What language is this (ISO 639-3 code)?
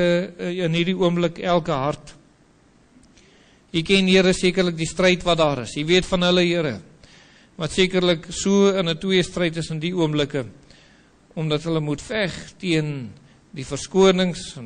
afr